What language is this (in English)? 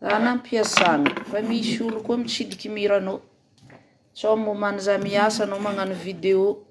Malagasy